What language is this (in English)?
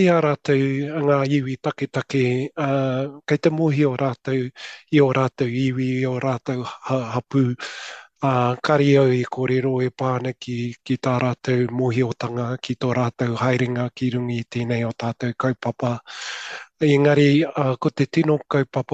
Māori